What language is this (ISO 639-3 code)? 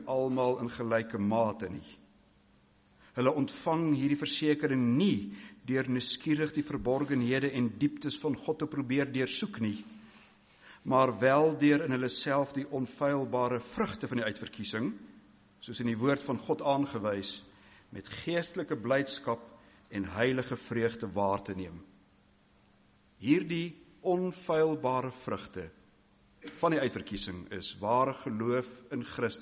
afr